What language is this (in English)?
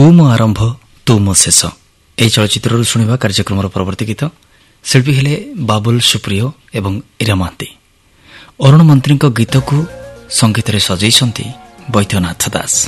Odia